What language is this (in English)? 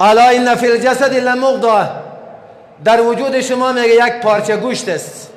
Persian